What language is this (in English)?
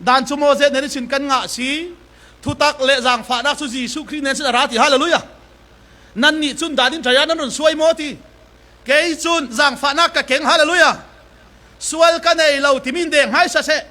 Falam Chin